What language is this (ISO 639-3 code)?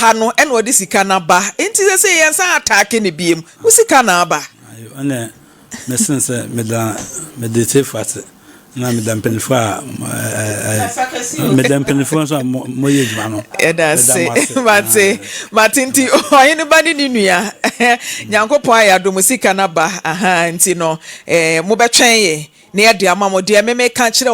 aka